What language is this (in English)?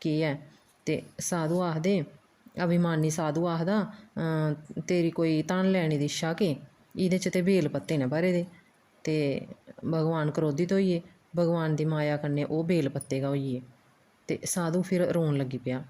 Dogri